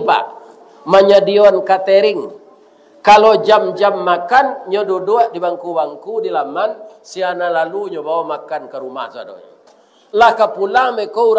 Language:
Minangkabau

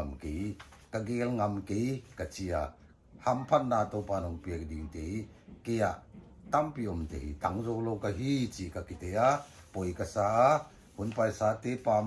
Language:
Paite Chin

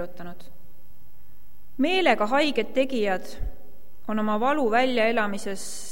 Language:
Estonian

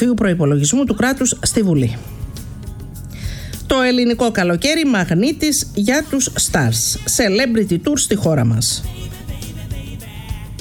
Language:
Greek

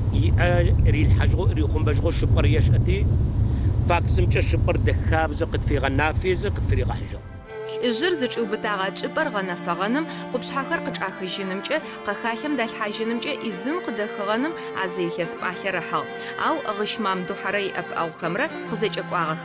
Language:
Adyghe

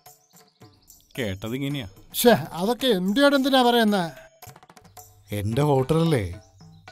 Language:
Malayalam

